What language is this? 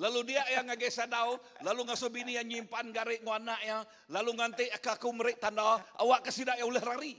Iban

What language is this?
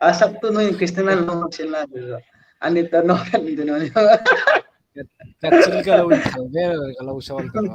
Hmar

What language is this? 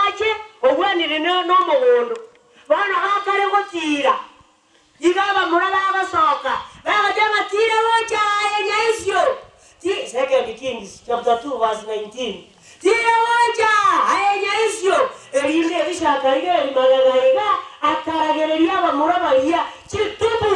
Gusii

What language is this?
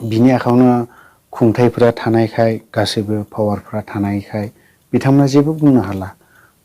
Bodo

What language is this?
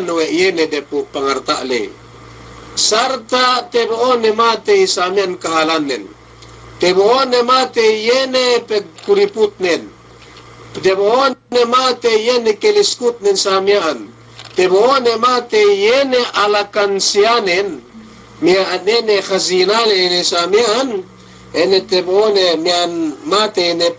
Yakan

